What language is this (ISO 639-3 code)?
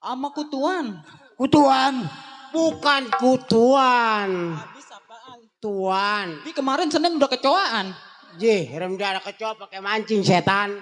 bew